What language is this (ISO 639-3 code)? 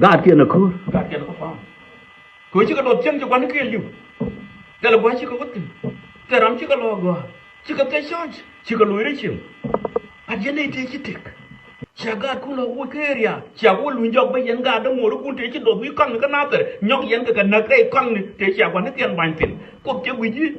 nus